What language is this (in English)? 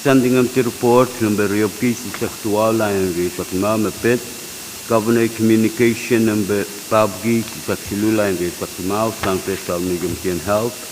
Pohnpeian